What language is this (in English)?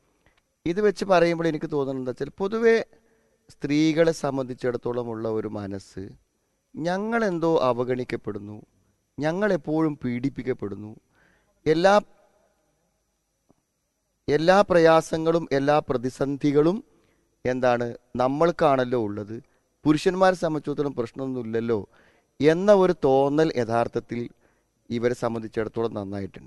Malayalam